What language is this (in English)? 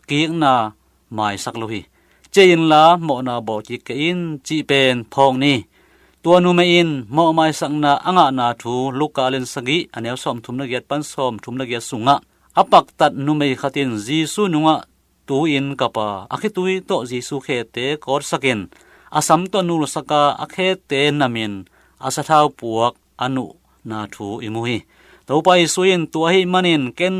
Tedim Chin